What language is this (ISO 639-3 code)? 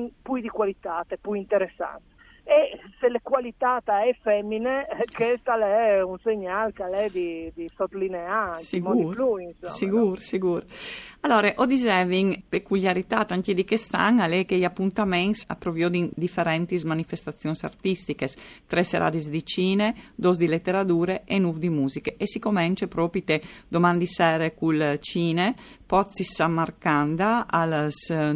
fur